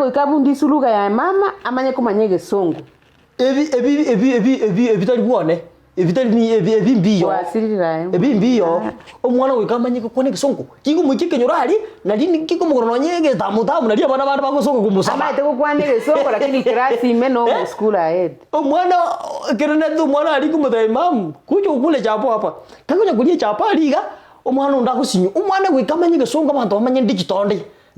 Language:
Gusii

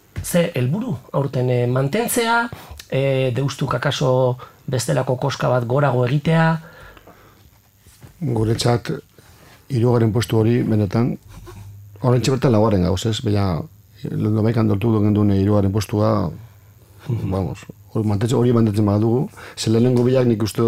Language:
Basque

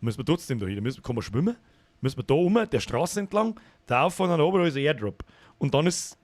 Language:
Bavarian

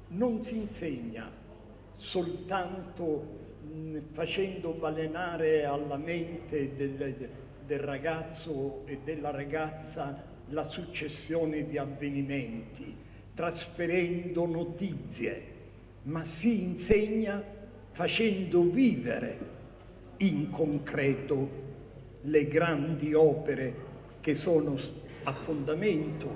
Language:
Italian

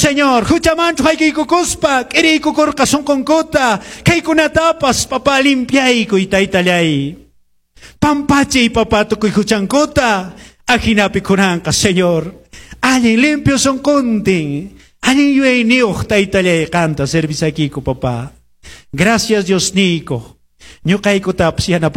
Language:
Quechua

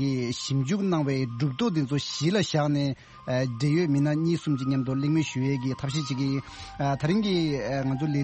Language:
Tibetan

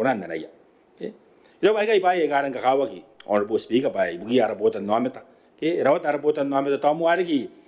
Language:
Gilbertese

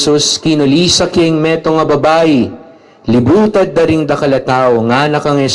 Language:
Pampanga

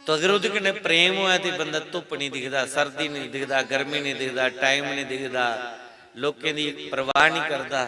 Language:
Dogri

